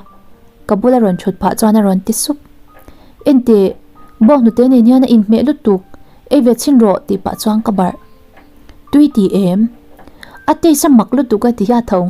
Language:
Mizo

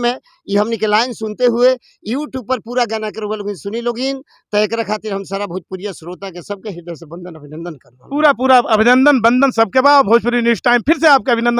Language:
Bhojpuri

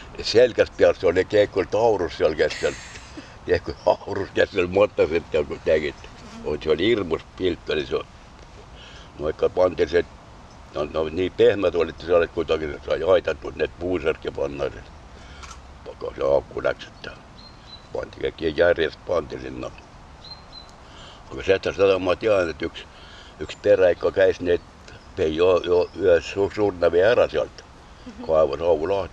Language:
Estonian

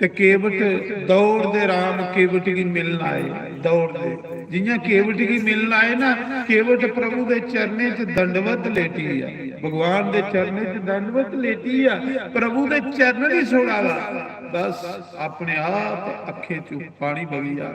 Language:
Dogri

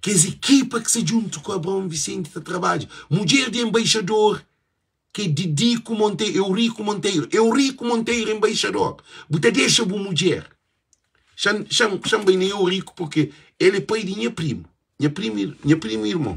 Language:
Kabuverdianu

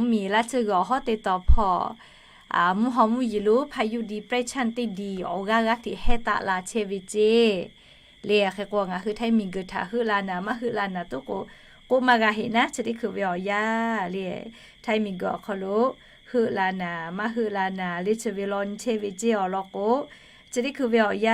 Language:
Lahu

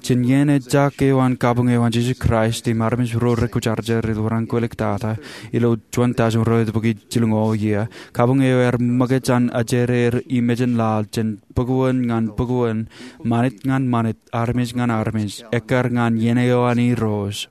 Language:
Marshallese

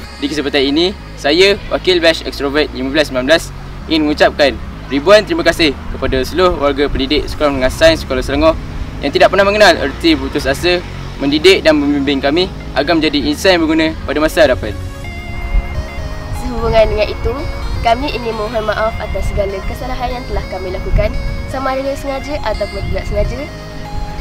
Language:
Malay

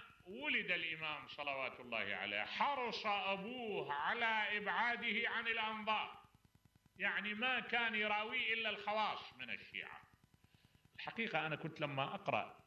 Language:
Mesopotamian Arabic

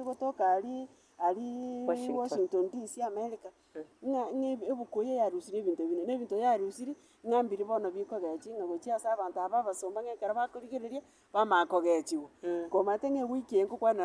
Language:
Gusii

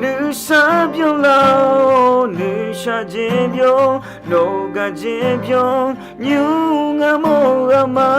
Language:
Akha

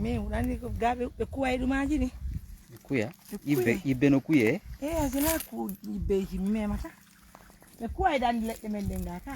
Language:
Fula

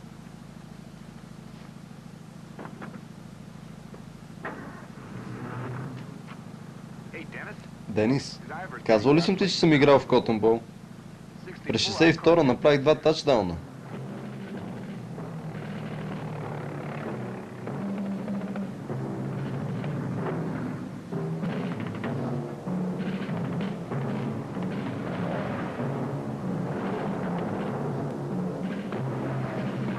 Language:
Bulgarian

